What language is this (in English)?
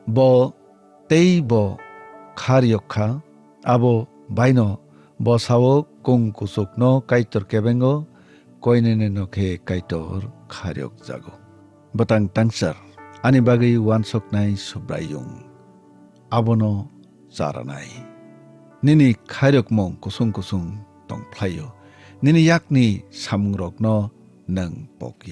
Kok Borok